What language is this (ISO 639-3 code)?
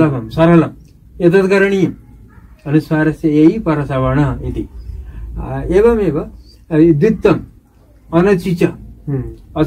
san